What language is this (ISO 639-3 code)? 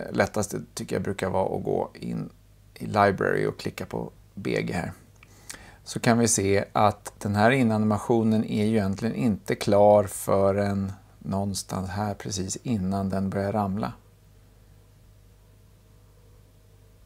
swe